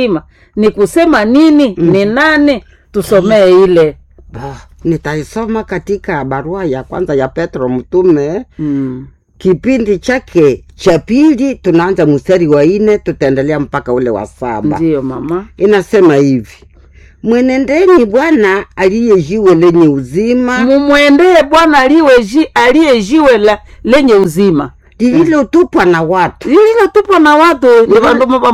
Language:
Swahili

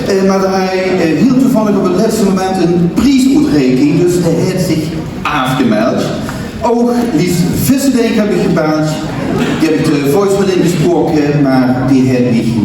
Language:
Limburgish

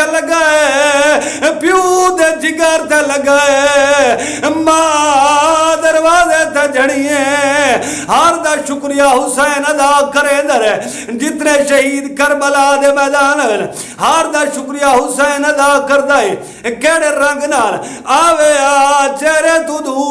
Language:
Saraiki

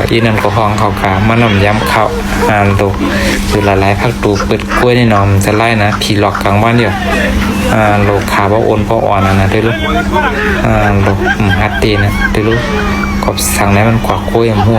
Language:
Shan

